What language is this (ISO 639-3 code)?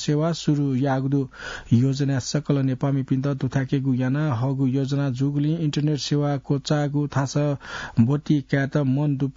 new